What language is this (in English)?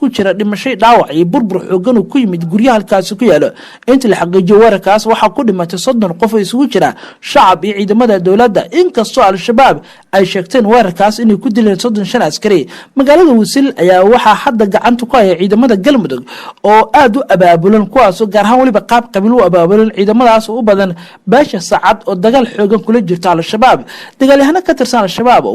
Somali